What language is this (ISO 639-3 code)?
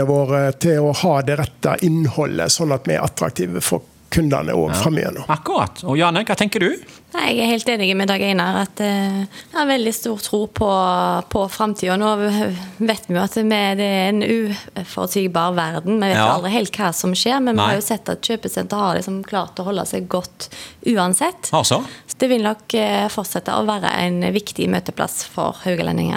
nor